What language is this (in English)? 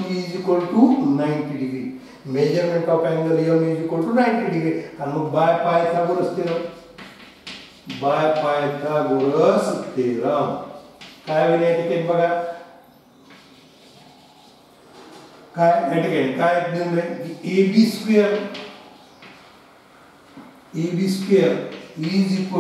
Marathi